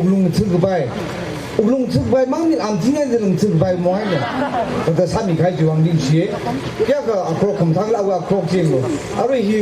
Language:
Tangkhul Naga (India)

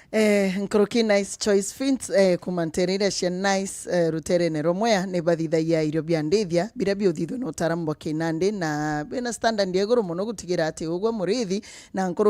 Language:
Meru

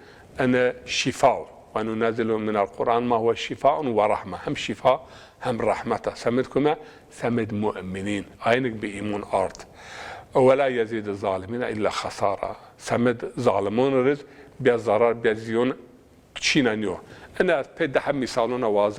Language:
Zaza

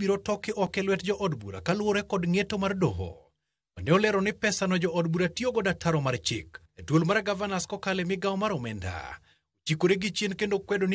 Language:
Luo (Kenya and Tanzania)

